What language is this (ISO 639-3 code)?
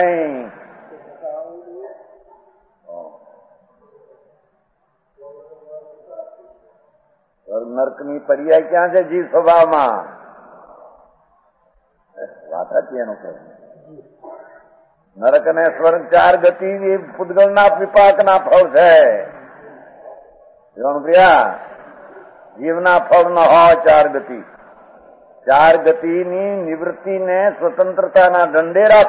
guj